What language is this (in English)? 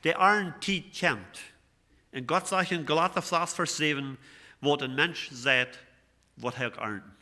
Plautdietsch